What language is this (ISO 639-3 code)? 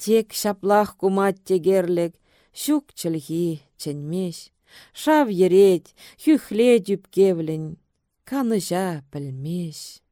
chv